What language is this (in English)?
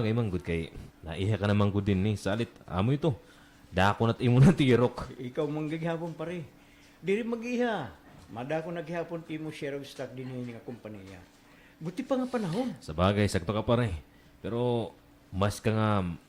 Waray